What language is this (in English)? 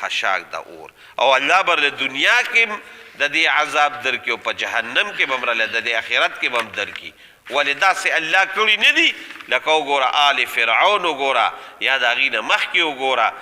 Pashto